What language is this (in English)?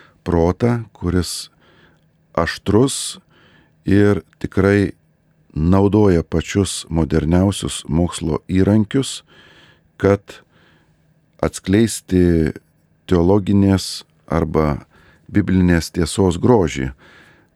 Lithuanian